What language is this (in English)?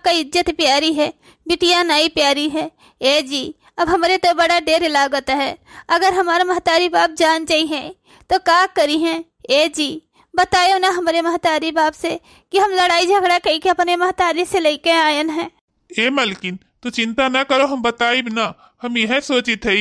Awadhi